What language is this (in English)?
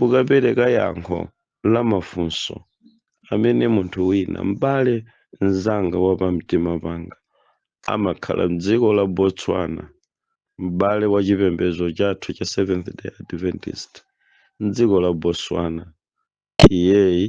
Nyanja